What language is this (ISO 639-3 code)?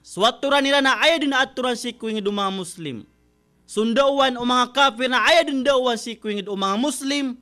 mrw